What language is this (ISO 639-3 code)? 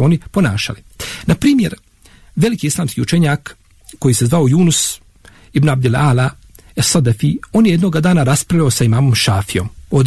bos